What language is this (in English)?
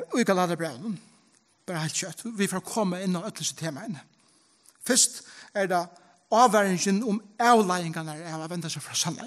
Faroese